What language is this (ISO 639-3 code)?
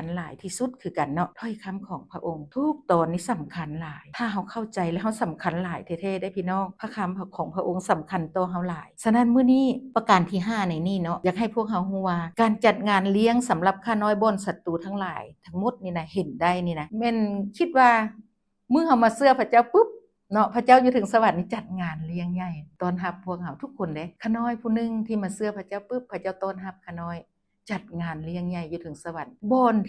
lao